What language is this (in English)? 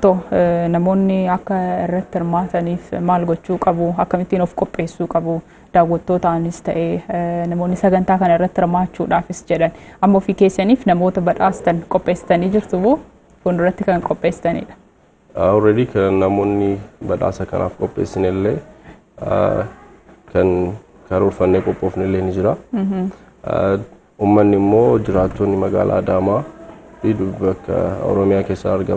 Oromo